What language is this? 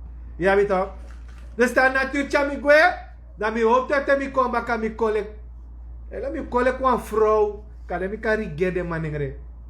Sranan Tongo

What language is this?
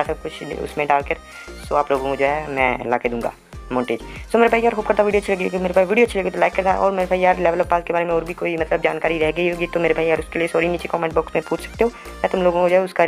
Hindi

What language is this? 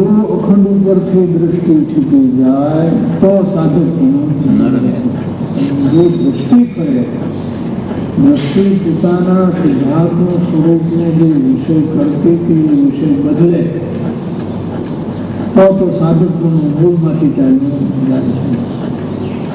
Gujarati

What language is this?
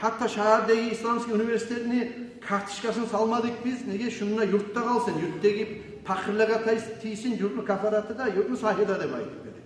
Kumyk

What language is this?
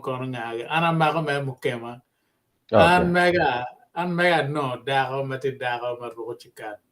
Acoli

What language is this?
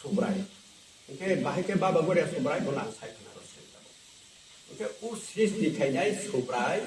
Kok Borok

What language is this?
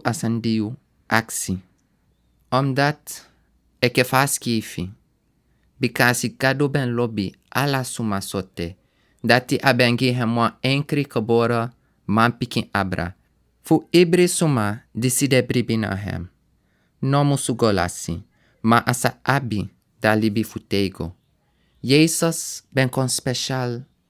Sranan Tongo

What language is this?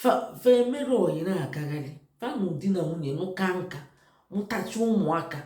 Igbo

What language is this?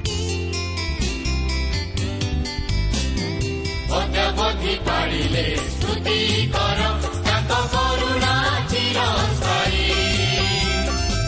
Odia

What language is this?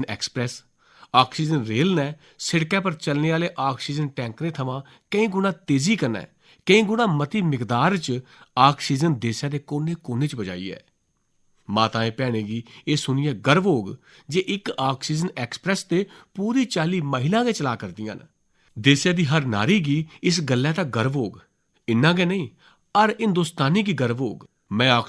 Dogri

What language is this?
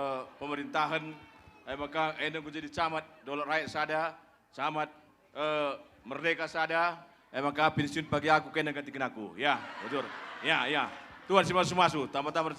Batak Karo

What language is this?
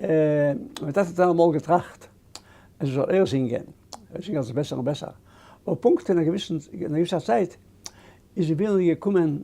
Yiddish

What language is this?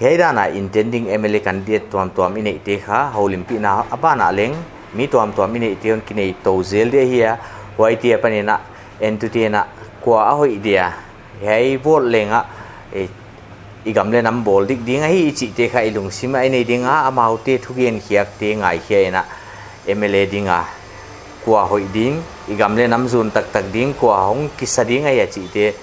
Paite Chin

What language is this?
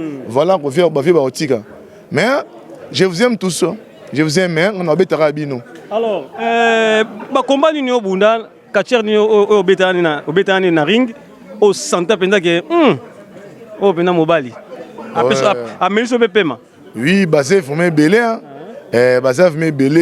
Lingala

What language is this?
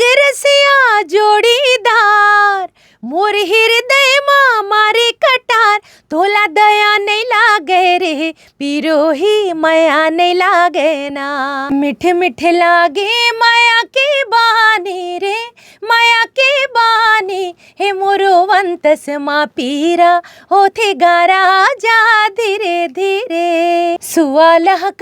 Chhattisgarhi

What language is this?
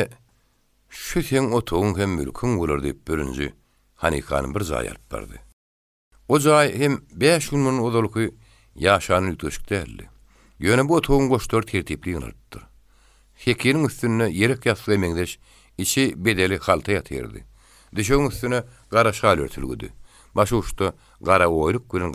Turkmen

